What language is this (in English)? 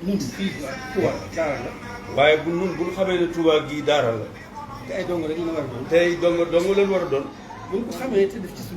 Wolof